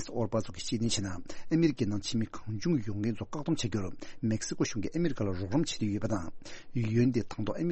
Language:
Tibetan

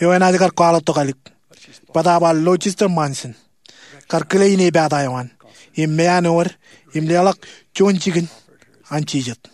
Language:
Marshallese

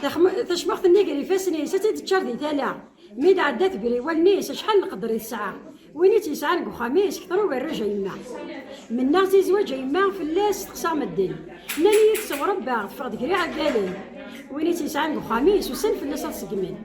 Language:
Kabyle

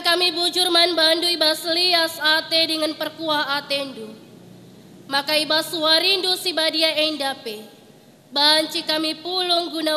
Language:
Batak Karo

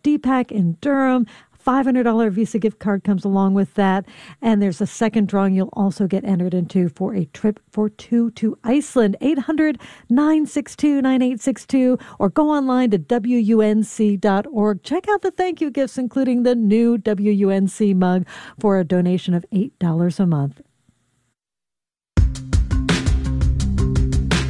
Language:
English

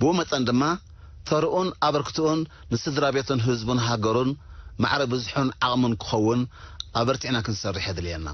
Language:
Tigrinya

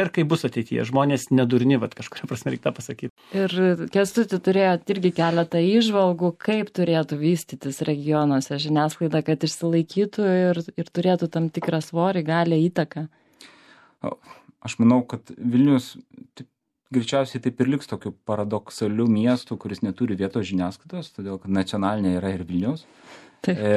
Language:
Lithuanian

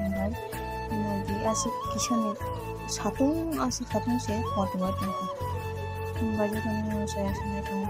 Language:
Kok Borok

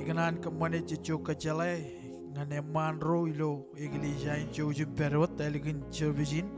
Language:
Marshallese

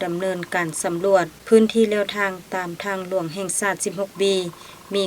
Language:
Lao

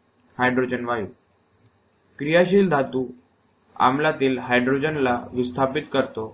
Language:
Marathi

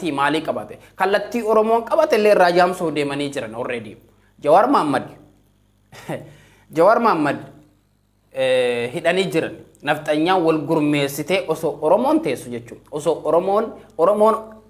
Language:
Oromo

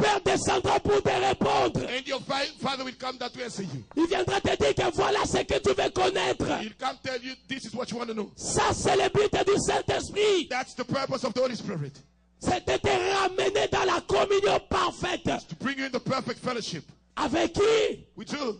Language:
French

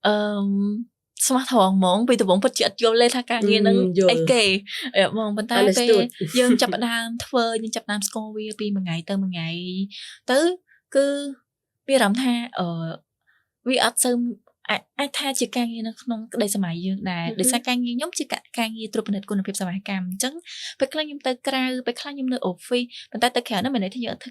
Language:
Khmer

